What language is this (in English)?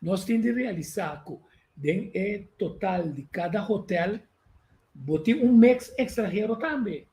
Papiamento